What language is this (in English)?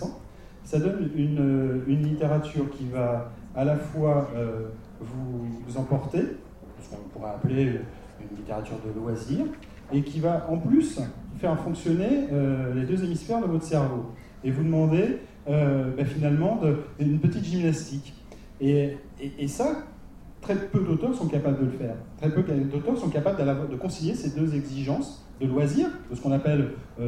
French